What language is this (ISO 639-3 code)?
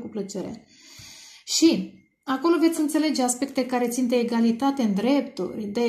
ron